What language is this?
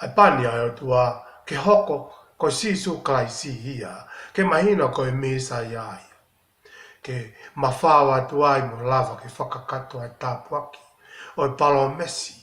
Tongan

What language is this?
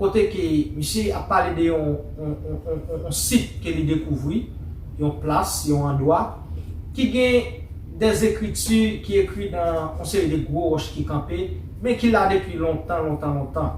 Haitian Creole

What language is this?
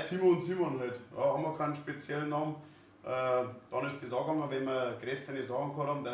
Bavarian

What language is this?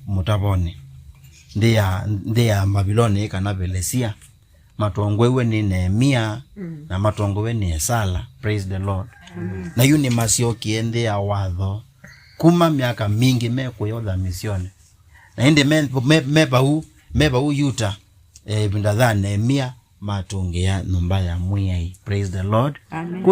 Kamba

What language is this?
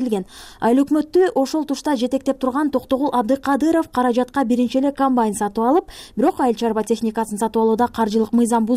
Kyrgyz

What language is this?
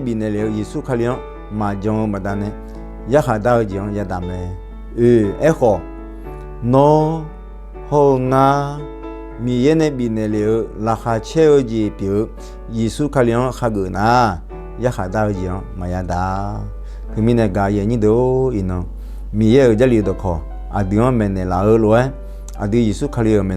Akha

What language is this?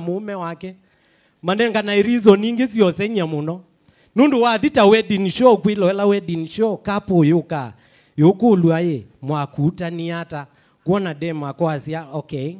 Kamba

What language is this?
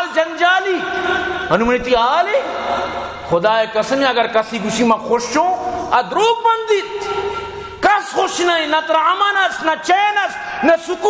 Eastern Balochi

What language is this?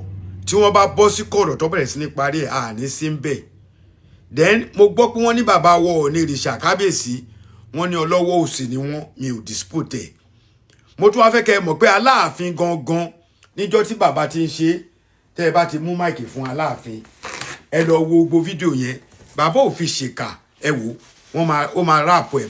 Yoruba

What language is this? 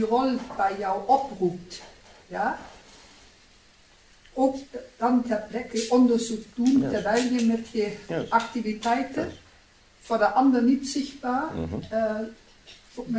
Dutch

